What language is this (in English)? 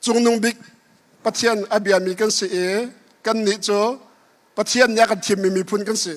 Hakha Chin